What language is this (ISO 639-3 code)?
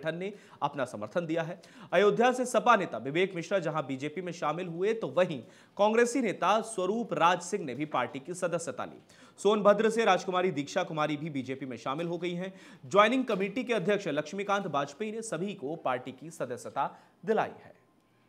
hin